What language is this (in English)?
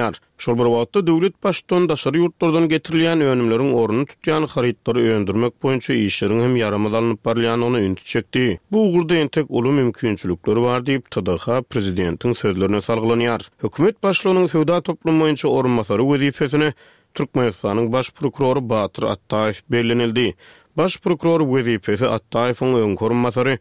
Turkmen